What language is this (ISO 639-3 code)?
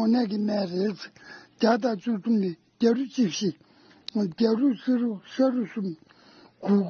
bod